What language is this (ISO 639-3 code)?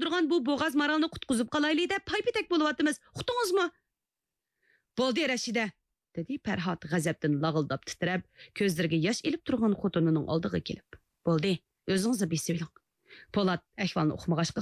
uig